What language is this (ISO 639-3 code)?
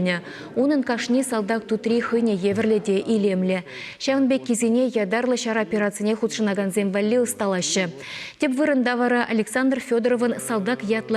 chv